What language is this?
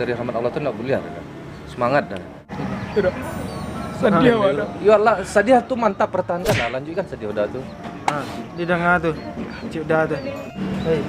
Minangkabau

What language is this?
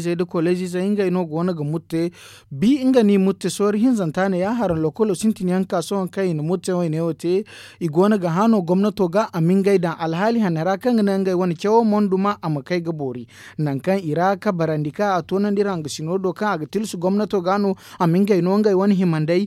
Zarma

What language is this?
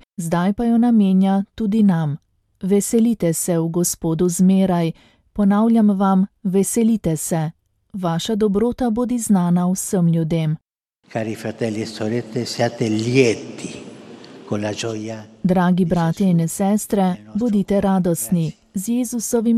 Slovenian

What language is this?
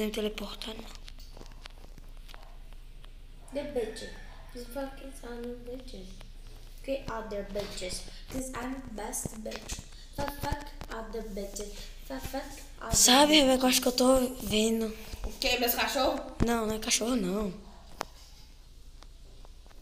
Portuguese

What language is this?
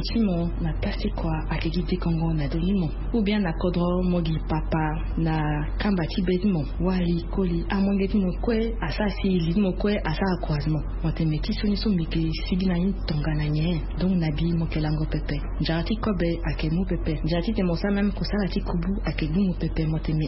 Sango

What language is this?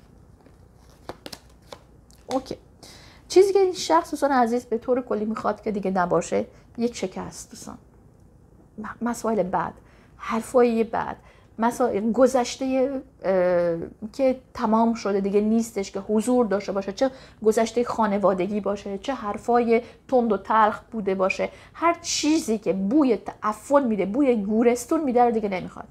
Persian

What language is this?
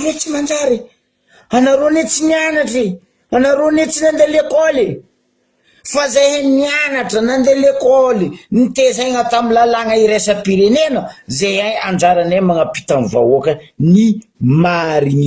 Malagasy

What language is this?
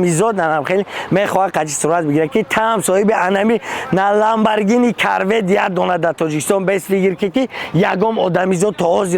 Tajik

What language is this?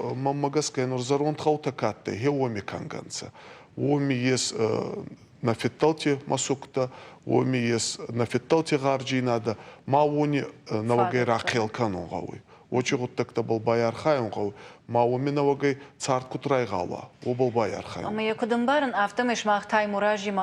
Ossetic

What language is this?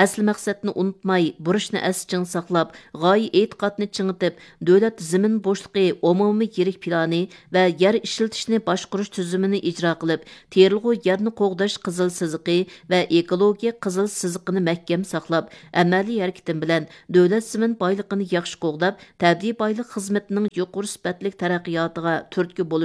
Uyghur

